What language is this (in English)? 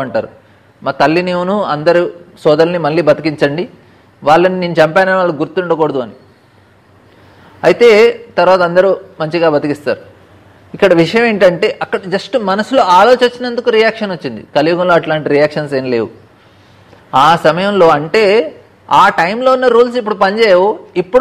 Telugu